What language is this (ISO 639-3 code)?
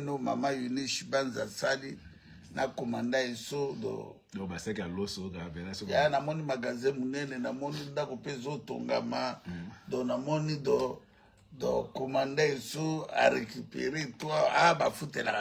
lin